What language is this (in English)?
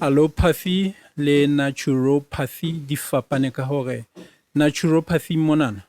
Southern Sotho